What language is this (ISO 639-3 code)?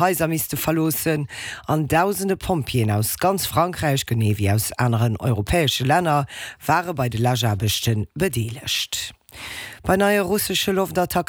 ltz